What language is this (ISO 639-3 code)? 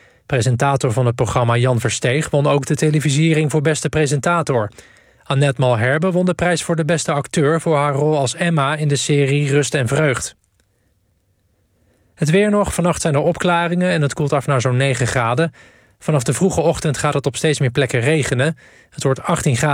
nld